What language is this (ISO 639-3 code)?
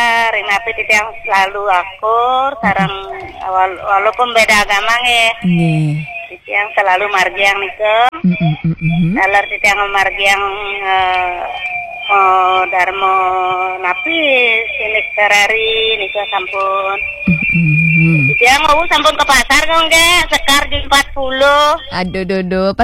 ban